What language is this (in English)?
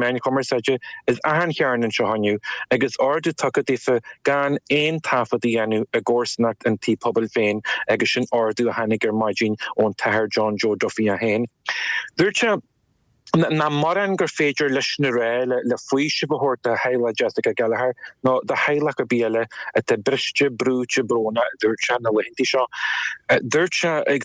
Irish